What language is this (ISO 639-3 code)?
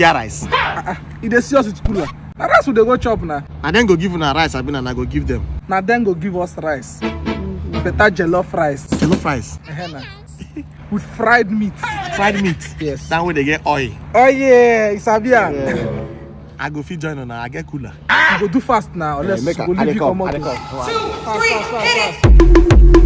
pcm